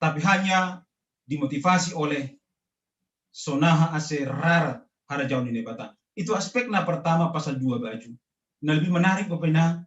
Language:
Batak Simalungun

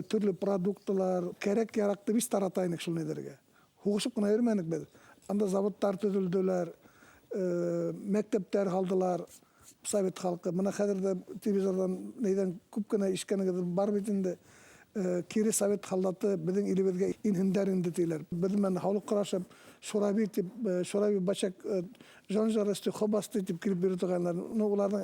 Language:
Bashkir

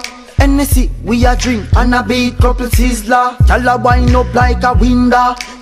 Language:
Jamaican Creole English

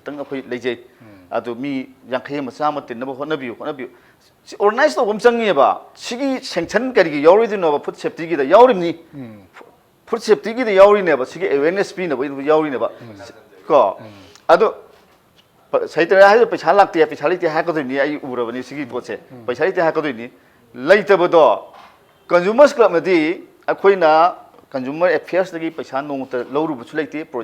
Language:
Manipuri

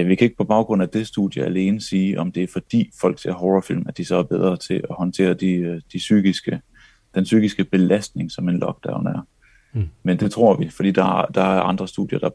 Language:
Danish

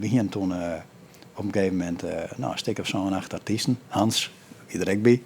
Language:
Western Frisian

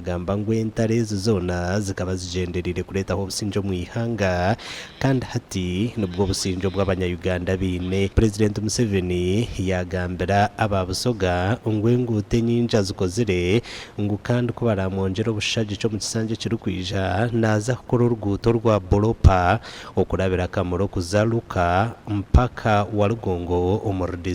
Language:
Nyankole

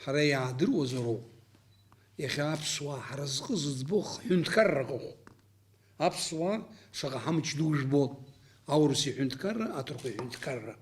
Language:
Abkhazian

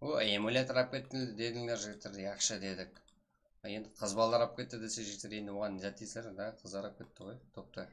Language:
Kara-Kalpak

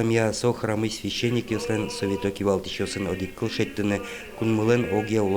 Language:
Udmurt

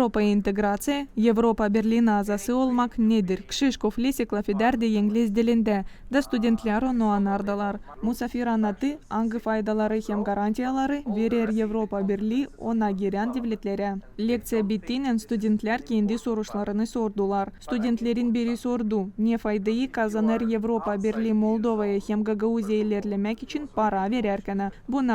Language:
Gagauz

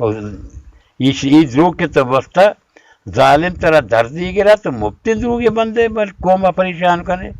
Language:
Baluchi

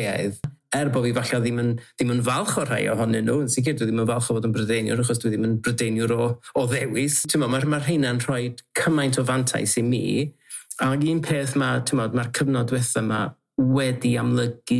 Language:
Welsh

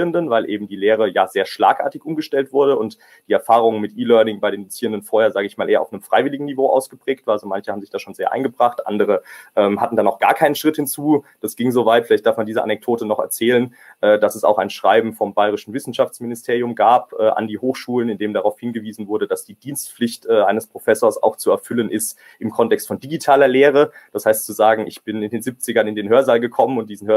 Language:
German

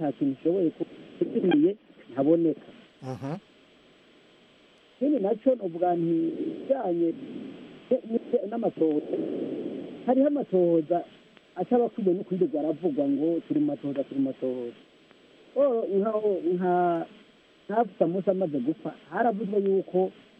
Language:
Kinyarwanda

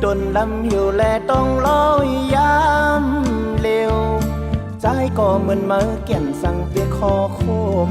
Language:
Shan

